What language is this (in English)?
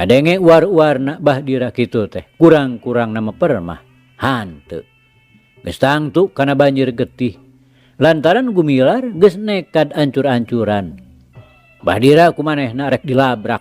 Sundanese